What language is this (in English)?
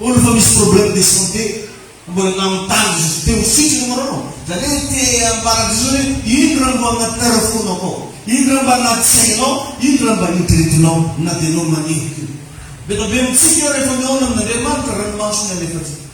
Malagasy